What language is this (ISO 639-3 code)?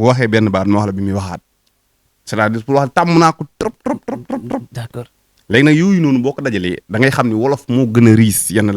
wol